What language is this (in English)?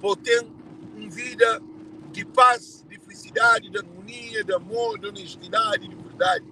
Kabuverdianu